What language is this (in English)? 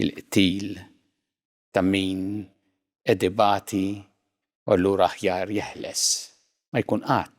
Maltese